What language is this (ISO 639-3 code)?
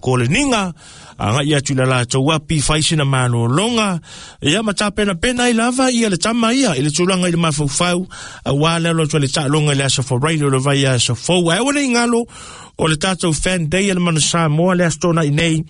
smo